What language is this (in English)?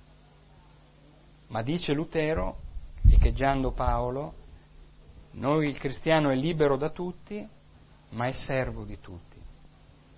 Italian